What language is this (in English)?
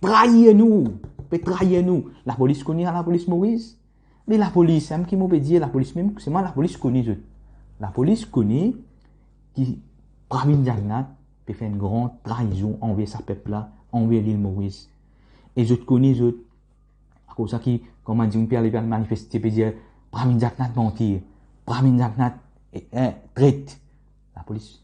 Morisyen